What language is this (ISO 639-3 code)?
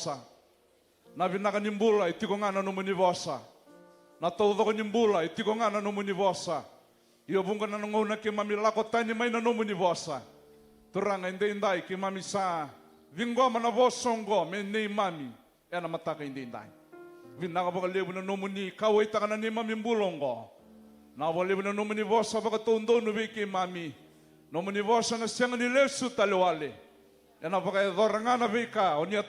fij